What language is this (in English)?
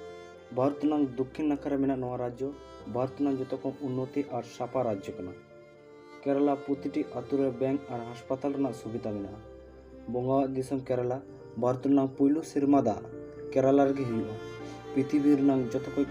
Santali